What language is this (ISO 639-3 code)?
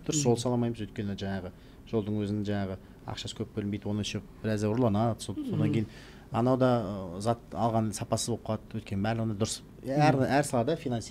kaz